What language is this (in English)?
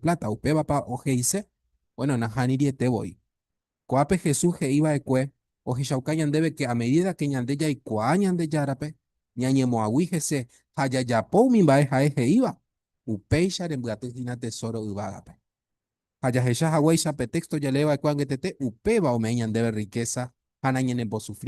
Guarani